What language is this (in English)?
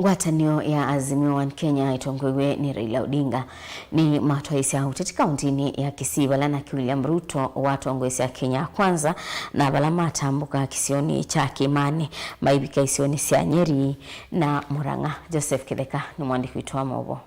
Kamba